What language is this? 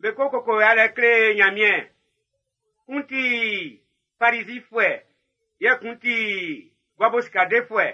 Baoulé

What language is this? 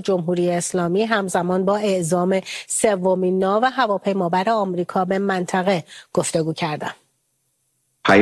Persian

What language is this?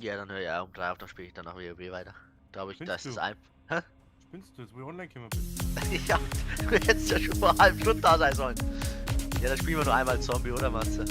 Bavarian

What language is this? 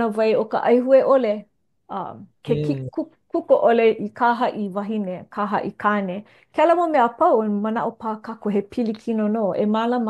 Hawaiian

